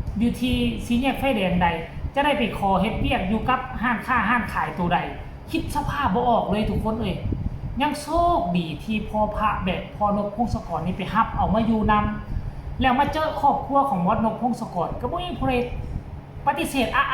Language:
Northeastern Thai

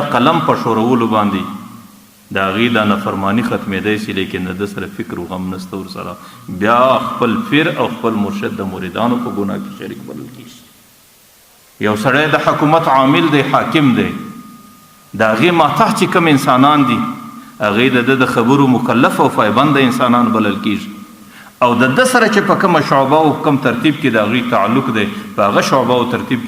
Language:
Pashto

